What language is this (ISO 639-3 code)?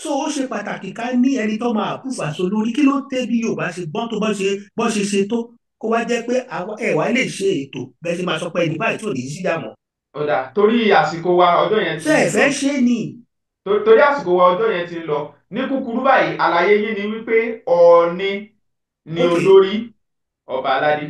yor